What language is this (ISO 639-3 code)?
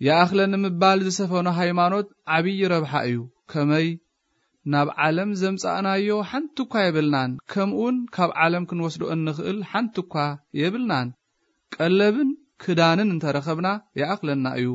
tir